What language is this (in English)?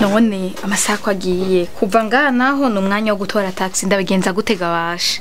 Rundi